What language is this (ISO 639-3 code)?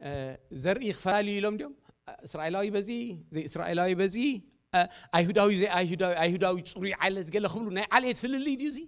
tir